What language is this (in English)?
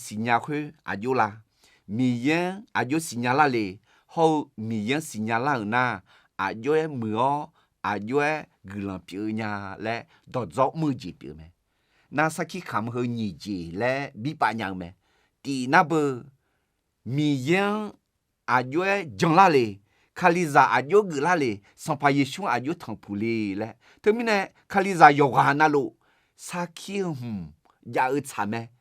Akha